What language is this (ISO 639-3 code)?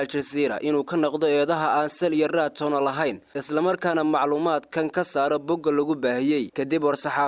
som